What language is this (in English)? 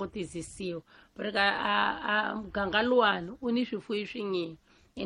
Tsonga